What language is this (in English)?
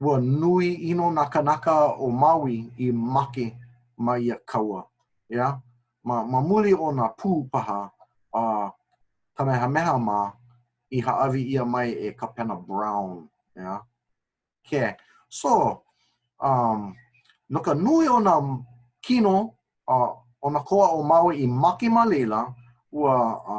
Hawaiian